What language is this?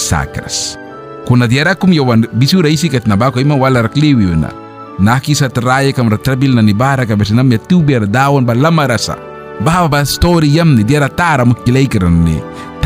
Mískito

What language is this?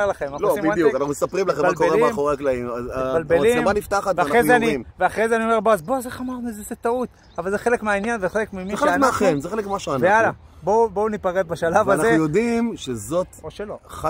Hebrew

